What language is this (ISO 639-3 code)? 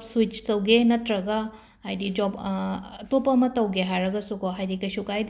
mni